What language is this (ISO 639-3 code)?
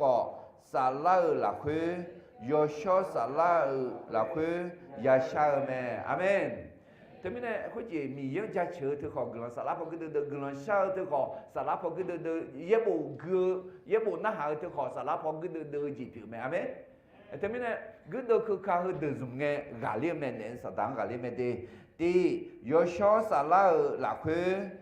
ahk